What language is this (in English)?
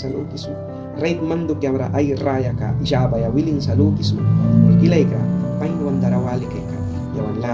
Mískito